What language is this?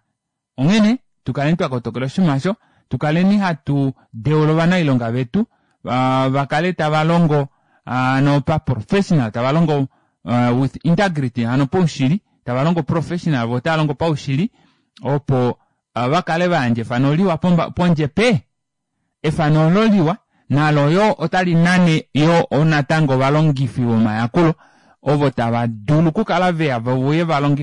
Kuanyama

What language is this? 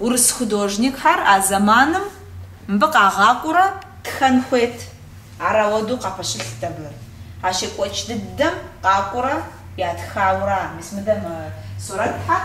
Kabardian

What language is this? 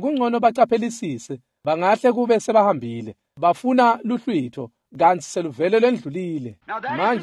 Swati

